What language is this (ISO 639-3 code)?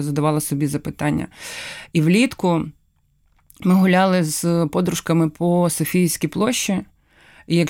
ukr